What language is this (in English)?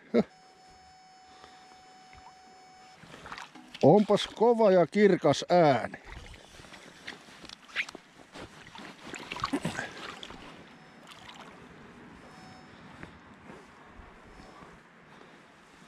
Finnish